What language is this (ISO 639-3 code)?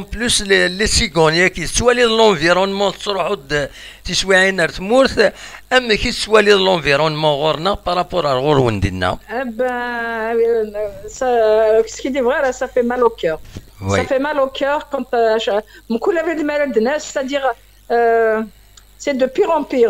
kab